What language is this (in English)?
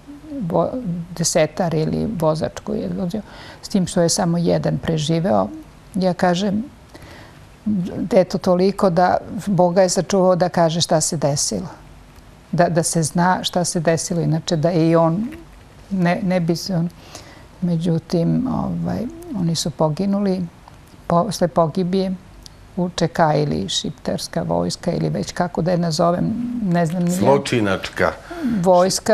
Serbian